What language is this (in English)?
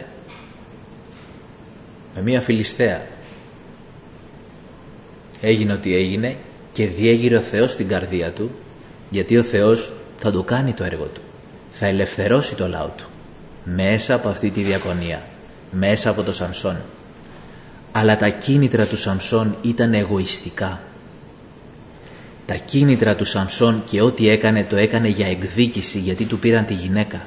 Greek